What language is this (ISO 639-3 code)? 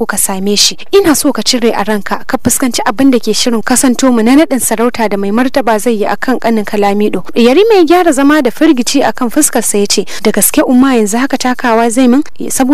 hau